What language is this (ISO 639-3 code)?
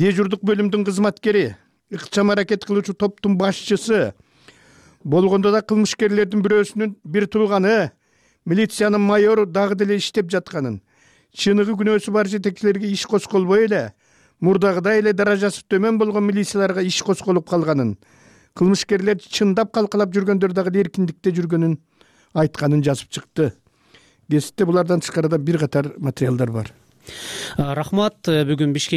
kir